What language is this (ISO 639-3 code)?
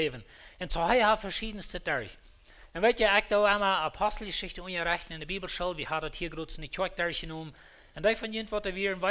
pdt